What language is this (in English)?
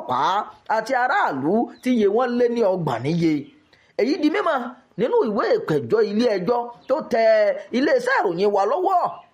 Yoruba